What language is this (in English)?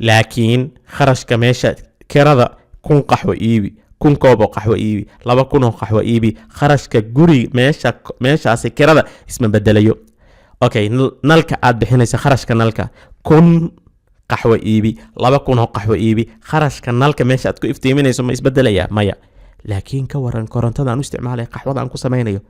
Somali